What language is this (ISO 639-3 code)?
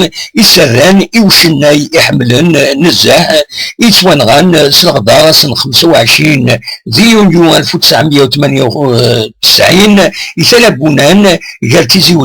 kab